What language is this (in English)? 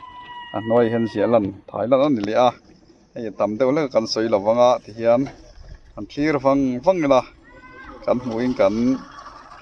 Mizo